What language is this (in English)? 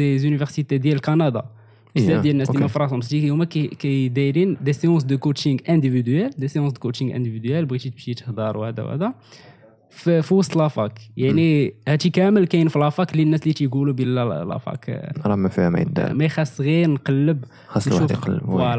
Moroccan Arabic